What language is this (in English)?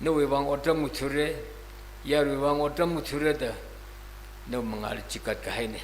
Tangkhul Naga (India)